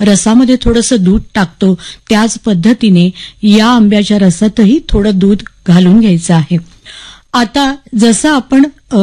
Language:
Marathi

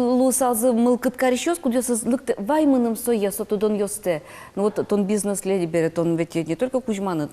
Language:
Udmurt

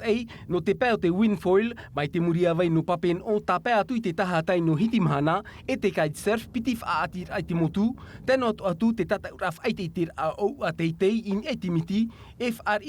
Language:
Tahitian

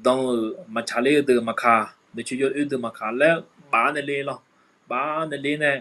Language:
Akha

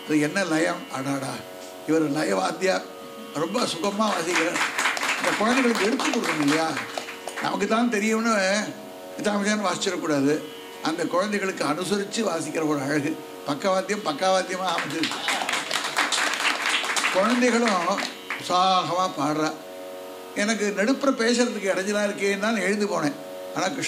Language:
Tamil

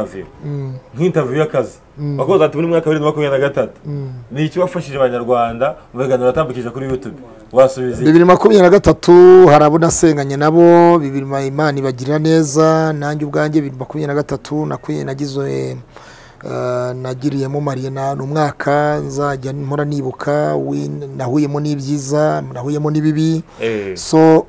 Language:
Kinyarwanda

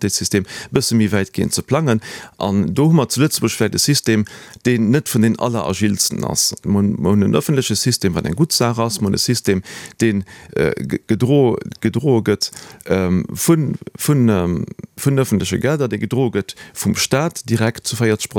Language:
Luxembourgish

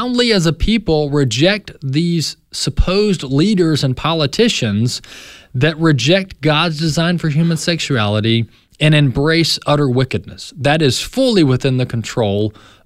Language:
English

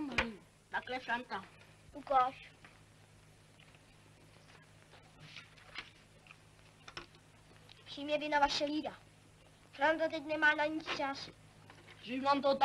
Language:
Czech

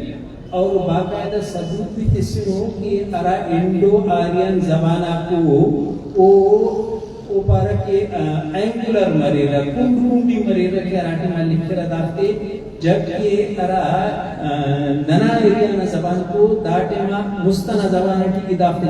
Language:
Brahui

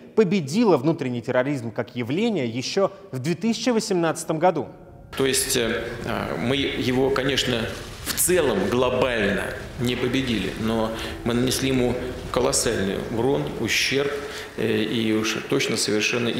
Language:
Russian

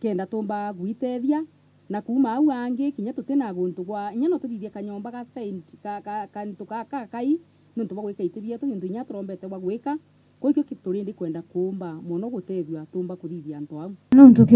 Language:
Meru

